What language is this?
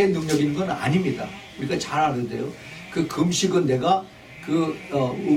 Korean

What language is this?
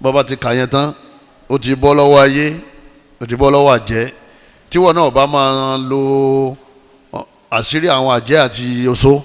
Yoruba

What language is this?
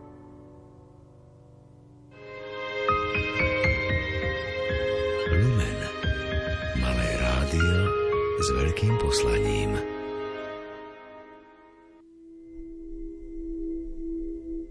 Slovak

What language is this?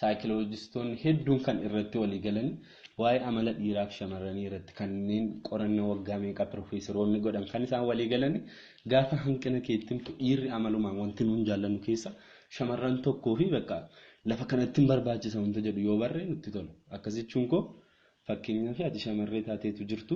Oromo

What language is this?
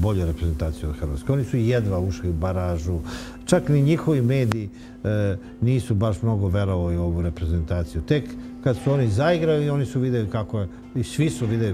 Serbian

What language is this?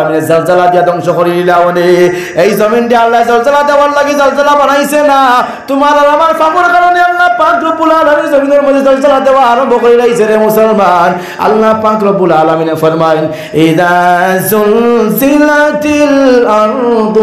Sylheti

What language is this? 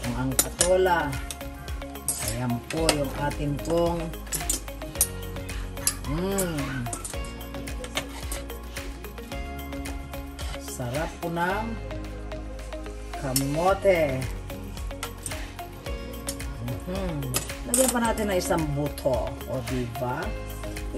Filipino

